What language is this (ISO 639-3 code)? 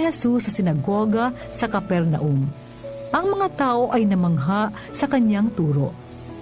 bik